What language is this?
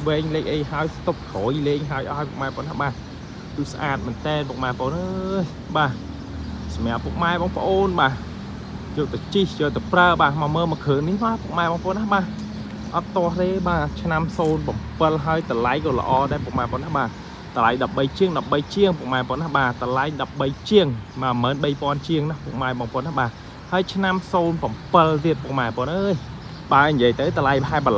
Khmer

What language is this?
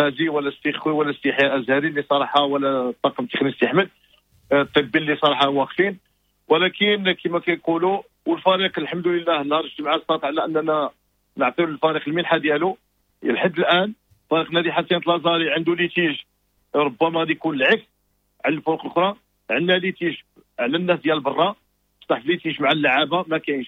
Moroccan Arabic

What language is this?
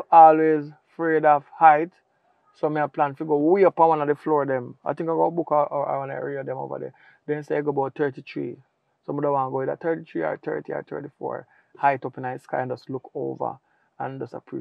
Jamaican Creole English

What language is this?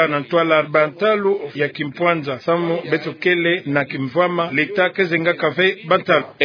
Kituba (Democratic Republic of Congo)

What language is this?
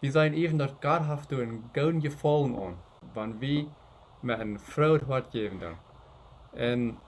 Plautdietsch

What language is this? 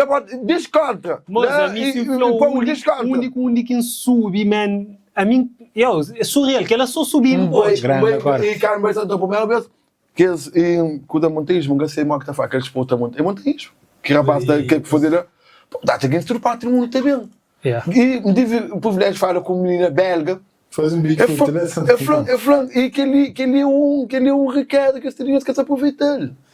Kabuverdianu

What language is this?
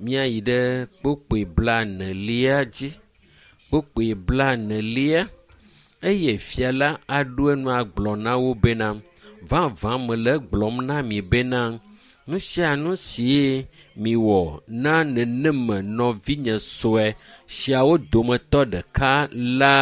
Ewe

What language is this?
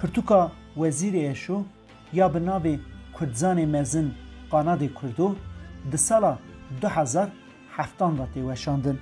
Kurdish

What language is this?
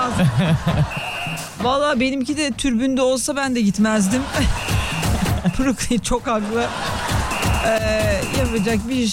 Turkish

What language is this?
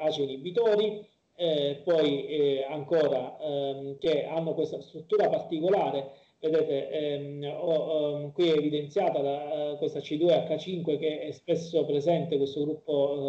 Italian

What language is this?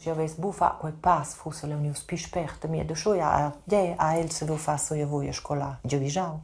Romansh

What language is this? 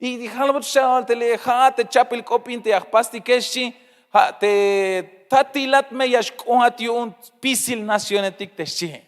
Tzeltal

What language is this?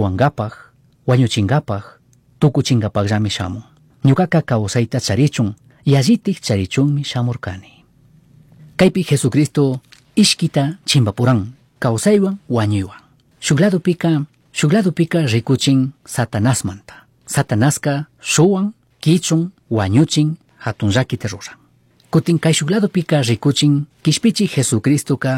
Chimborazo Highland Quichua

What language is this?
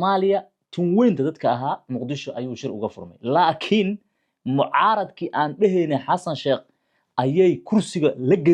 Somali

